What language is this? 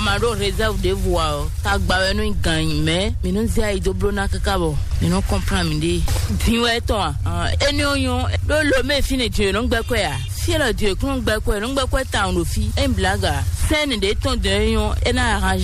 Fon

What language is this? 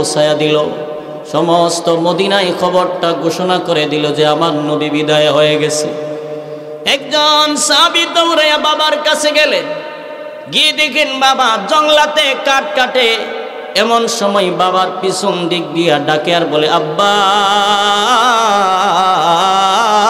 Bangla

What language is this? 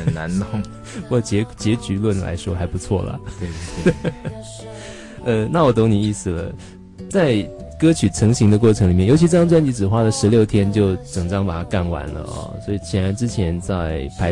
Chinese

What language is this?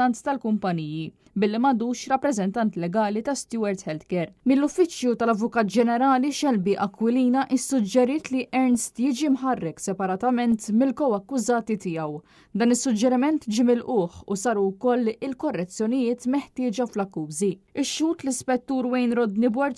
Maltese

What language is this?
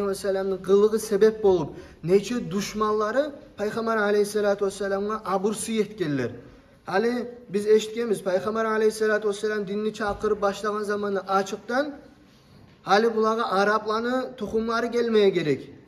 Kumyk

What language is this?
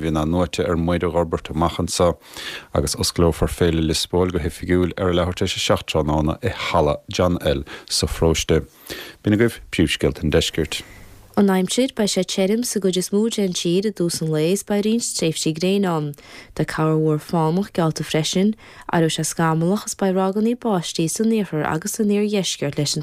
Irish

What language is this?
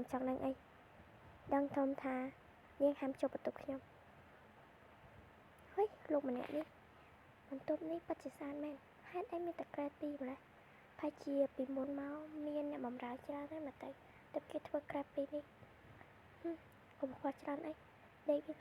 Khmer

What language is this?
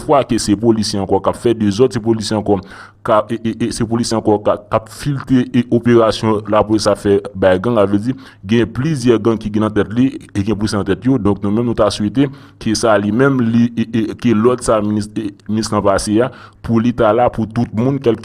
Haitian Creole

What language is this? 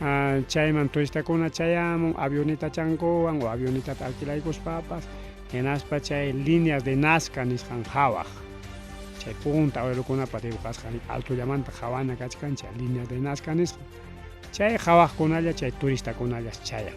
Ayacucho Quechua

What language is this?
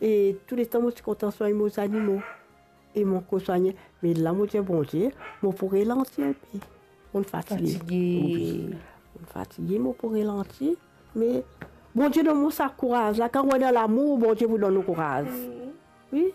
Morisyen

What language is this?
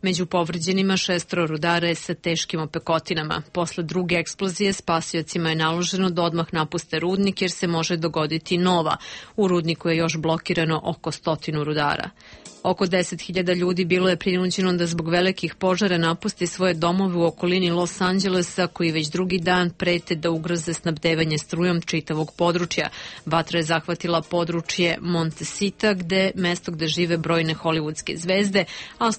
Serbian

